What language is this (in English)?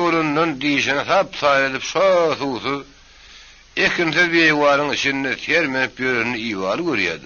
Turkmen